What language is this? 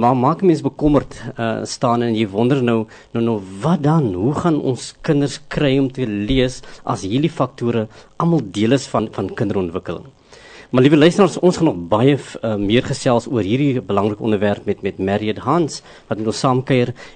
Afrikaans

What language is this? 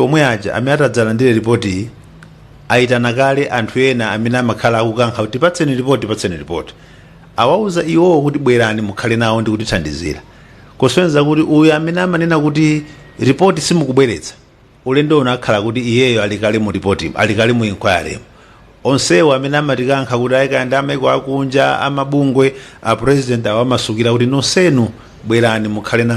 Nyanja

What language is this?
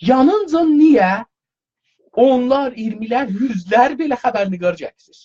South Azerbaijani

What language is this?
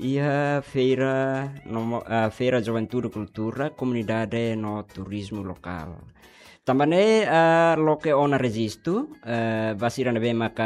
Tetum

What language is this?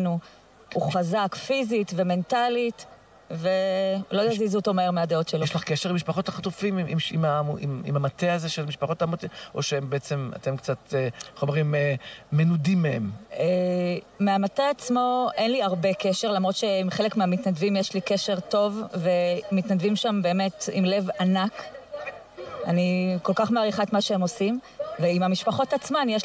Hebrew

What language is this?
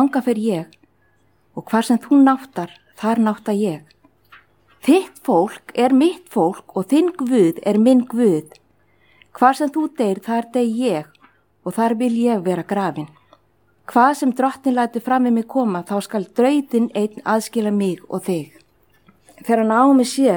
Icelandic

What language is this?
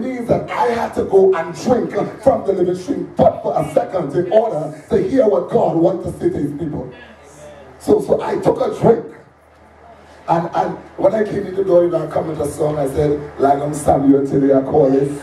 English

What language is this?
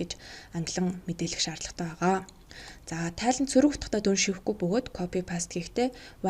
Mongolian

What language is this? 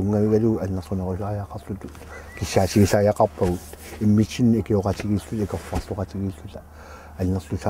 Kalaallisut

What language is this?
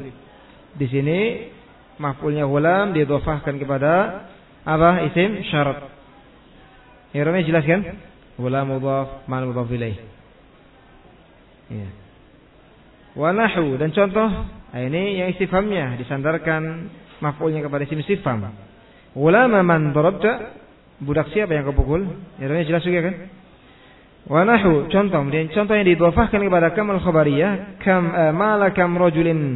Indonesian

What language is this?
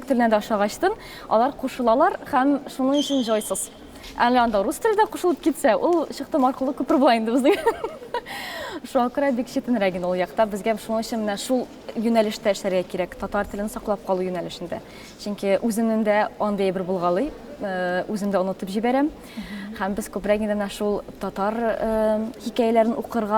Tatar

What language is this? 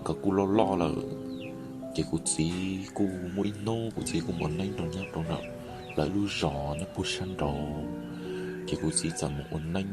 Hmong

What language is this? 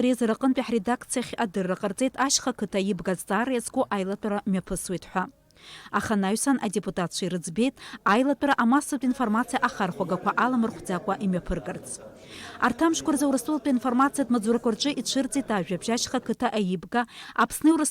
Abkhazian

